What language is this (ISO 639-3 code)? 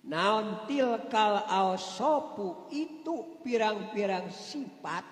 sun